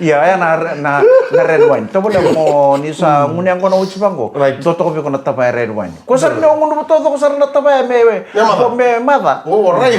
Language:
Fijian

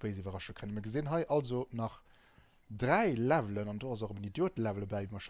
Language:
Luxembourgish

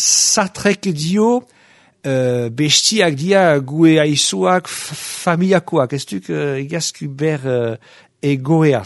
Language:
Basque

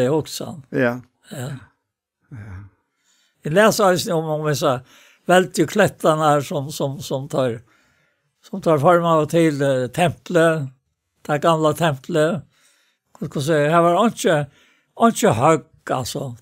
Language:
Faroese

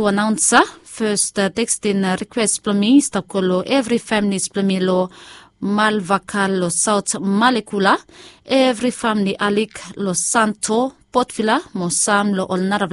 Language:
Bislama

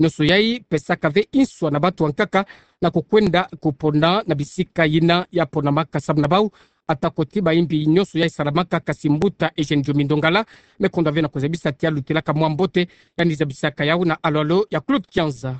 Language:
Kituba (Democratic Republic of Congo)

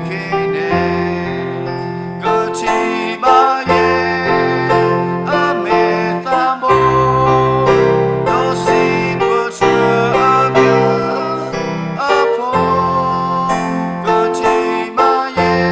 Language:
S'gaw Karen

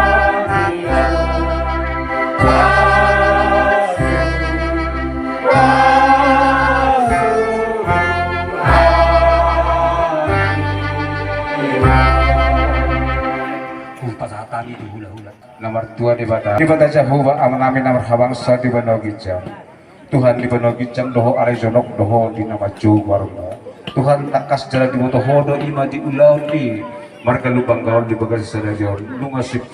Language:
Batak Toba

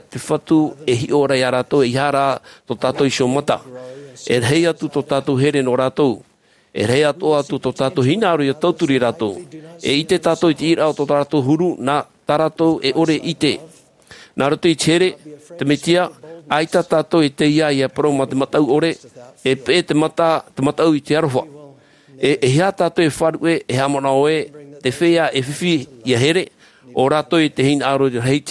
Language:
Tahitian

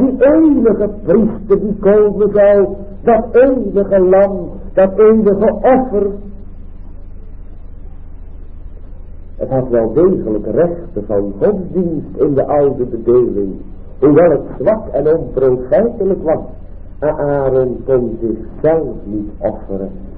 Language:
Dutch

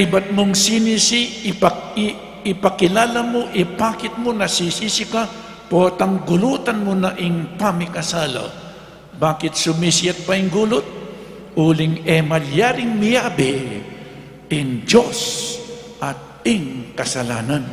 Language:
Pampanga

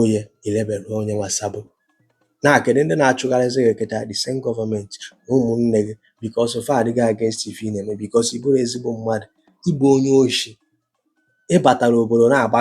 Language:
Igbo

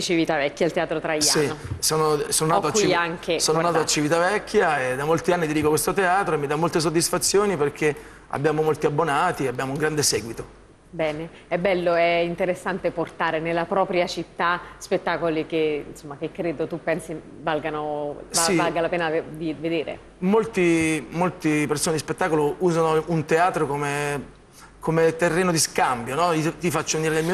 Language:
Italian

